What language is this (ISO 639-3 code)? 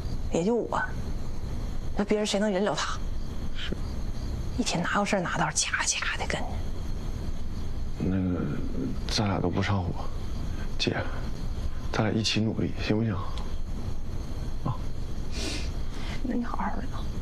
zho